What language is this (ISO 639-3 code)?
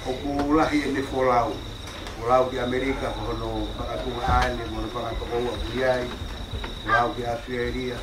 ton